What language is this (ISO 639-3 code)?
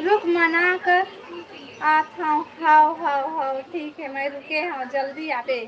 hne